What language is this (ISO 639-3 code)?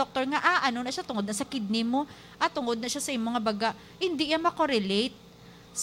hil